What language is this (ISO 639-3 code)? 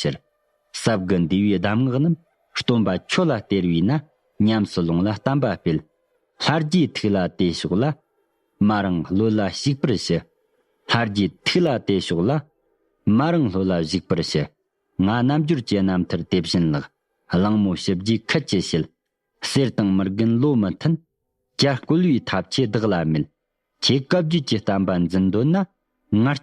bod